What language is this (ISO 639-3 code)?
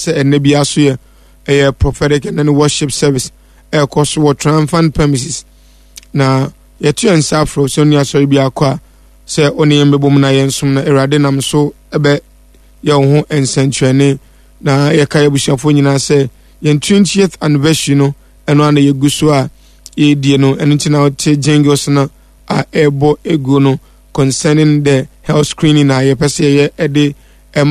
aka